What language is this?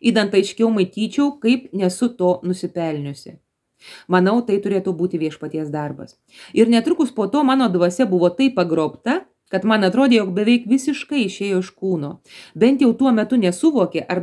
Lithuanian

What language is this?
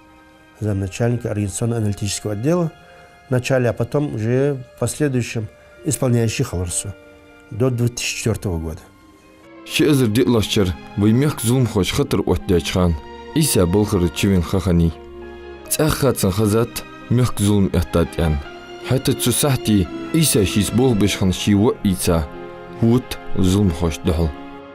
Ingush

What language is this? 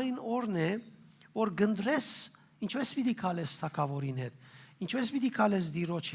Western Armenian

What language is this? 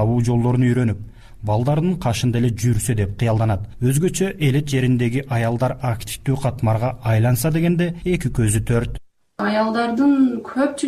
Kyrgyz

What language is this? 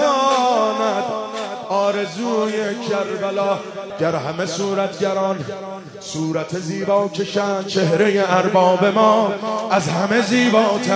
Persian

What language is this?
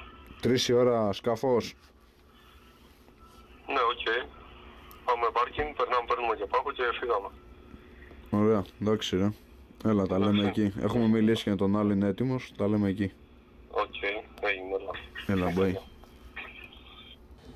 Greek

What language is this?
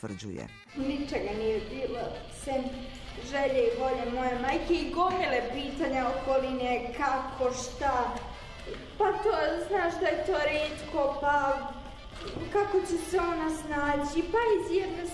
Serbian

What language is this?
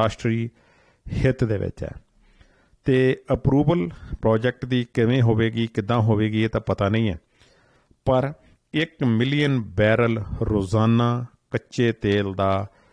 Punjabi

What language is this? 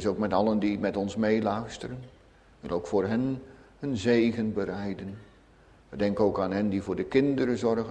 Dutch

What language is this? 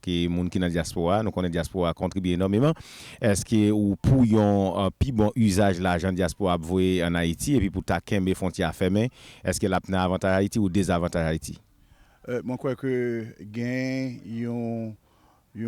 Haitian Creole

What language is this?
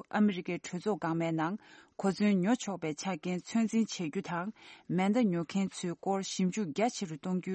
Tibetan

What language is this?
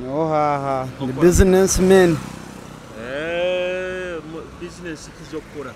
Nyoro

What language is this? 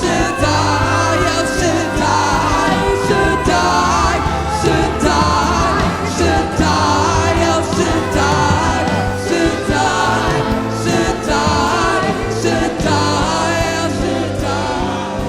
Hiligaynon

